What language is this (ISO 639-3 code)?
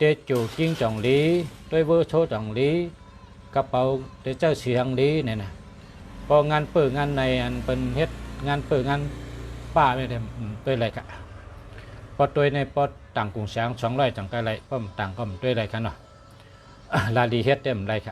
shn